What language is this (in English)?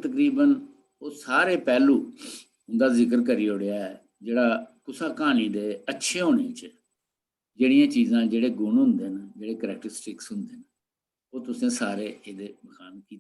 Dogri